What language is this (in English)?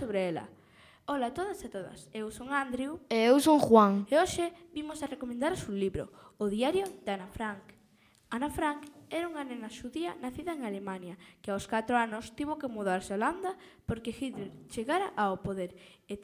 Galician